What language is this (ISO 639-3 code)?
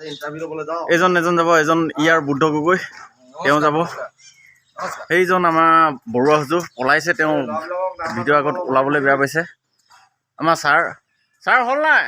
asm